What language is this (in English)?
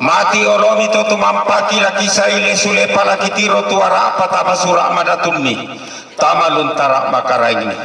Toraja-Sa'dan